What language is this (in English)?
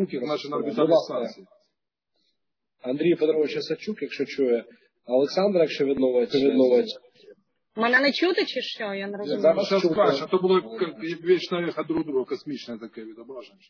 Ukrainian